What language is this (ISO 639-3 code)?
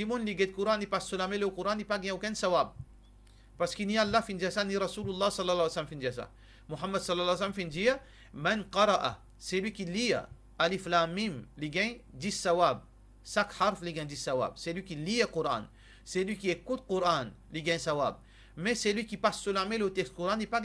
mfe